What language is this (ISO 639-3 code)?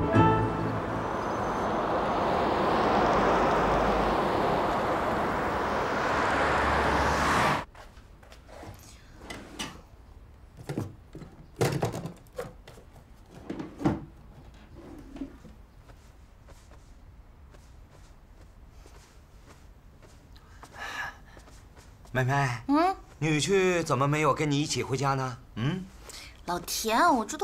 zho